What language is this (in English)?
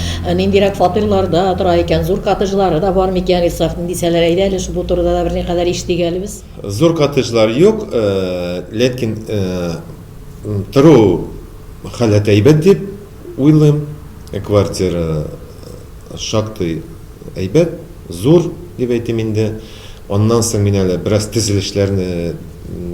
Tatar